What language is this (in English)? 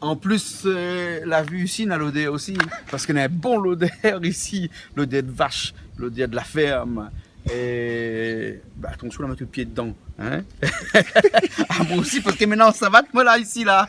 Réunion Creole French